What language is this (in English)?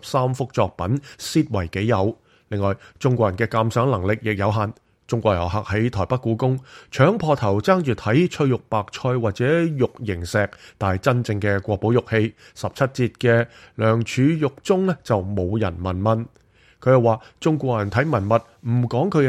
Cantonese